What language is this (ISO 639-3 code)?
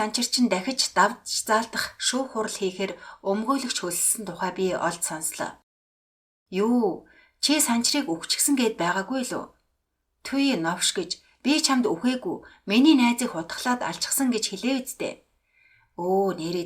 mon